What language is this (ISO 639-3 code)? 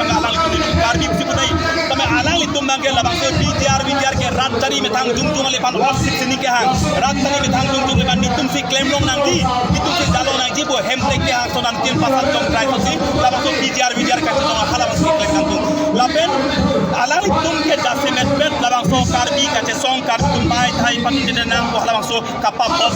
mjw